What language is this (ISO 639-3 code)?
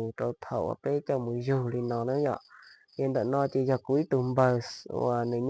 hmn